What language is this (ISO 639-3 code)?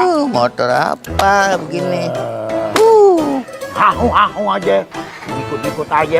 bew